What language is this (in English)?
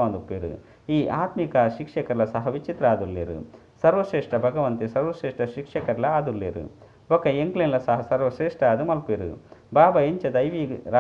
Tulu